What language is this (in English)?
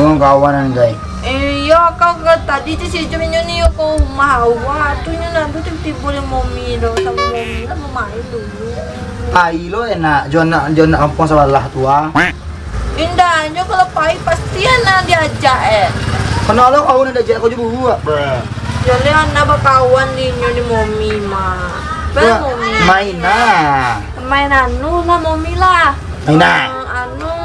Minangkabau